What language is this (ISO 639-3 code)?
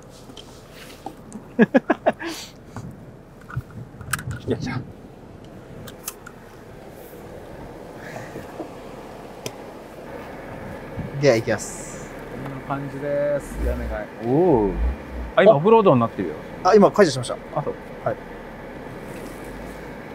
jpn